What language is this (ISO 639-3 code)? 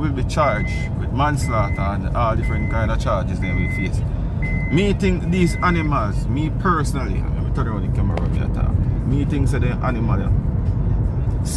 jam